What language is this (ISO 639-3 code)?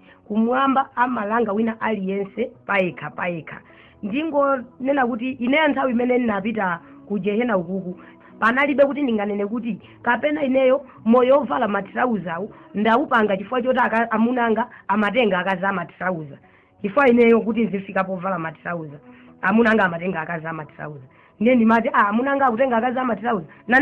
nya